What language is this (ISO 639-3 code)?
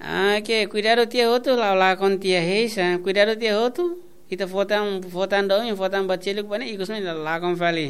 tet